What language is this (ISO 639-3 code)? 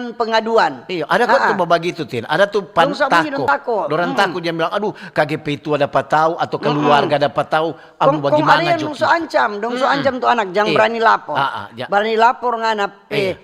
xmm